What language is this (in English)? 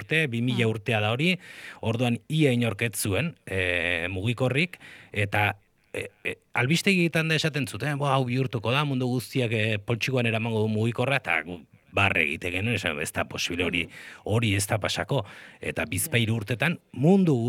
Basque